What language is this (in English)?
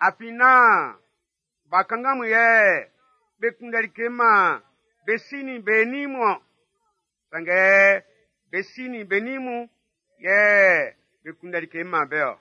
Baoulé